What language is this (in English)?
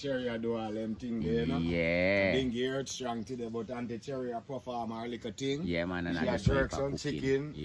Jamaican Creole English